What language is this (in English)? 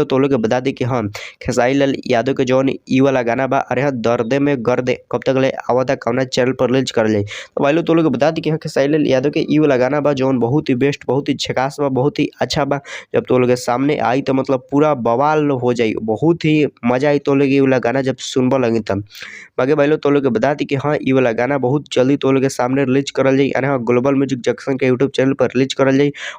Bhojpuri